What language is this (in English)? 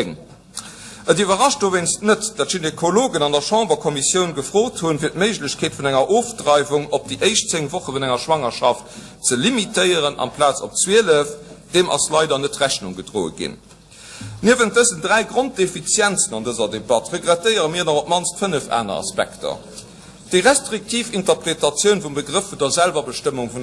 Luxembourgish